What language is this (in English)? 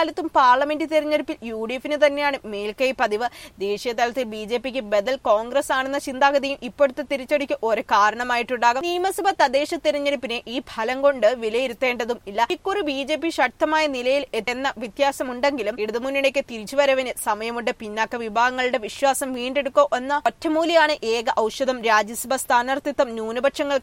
Malayalam